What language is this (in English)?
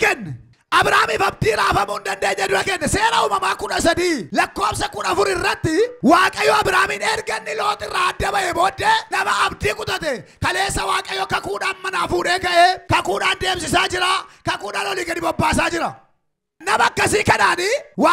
Oromo